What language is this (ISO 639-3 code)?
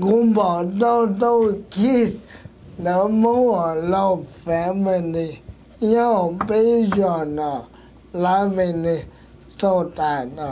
hmn